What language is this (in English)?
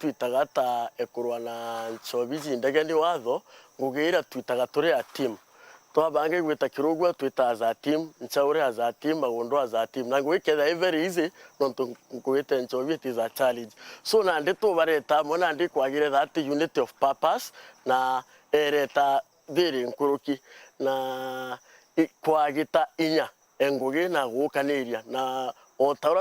Meru